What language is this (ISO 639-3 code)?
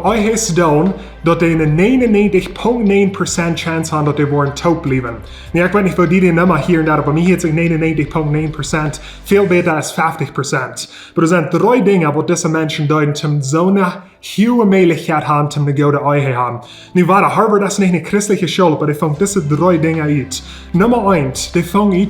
pdt